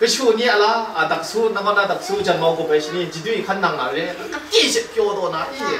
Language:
Kachin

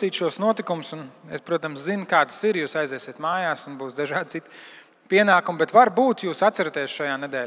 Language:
Latvian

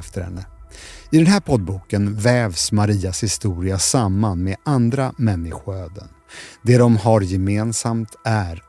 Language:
Swedish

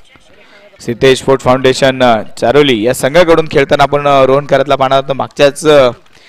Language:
Marathi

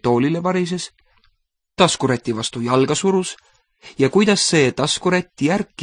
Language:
Estonian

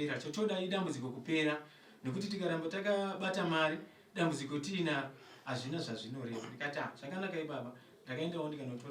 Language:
Shona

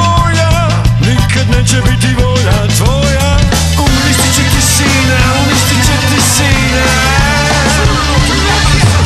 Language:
Croatian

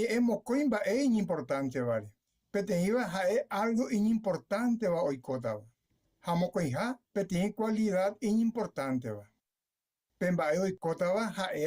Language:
Guarani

